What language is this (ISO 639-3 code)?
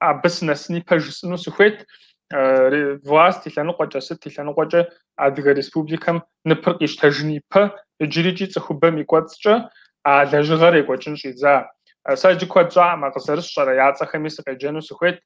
kbd